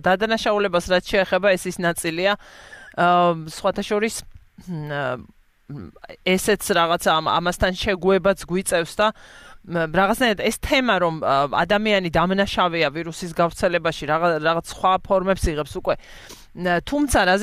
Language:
Georgian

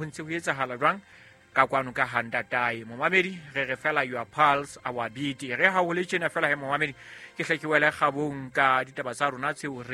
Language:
Southern Sotho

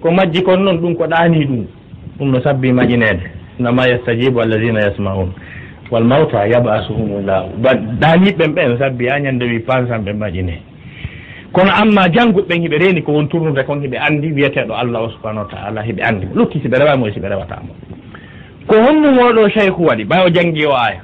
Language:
Fula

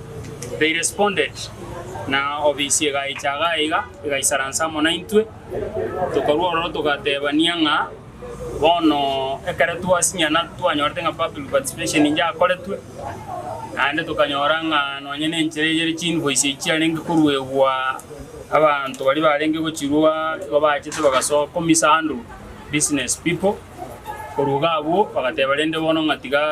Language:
Gusii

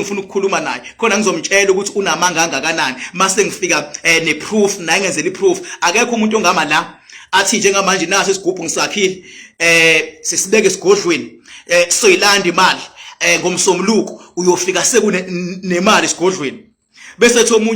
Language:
Zulu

